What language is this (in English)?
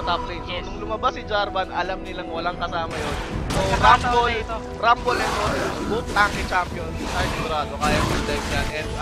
Filipino